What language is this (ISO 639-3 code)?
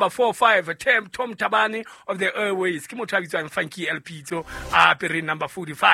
sot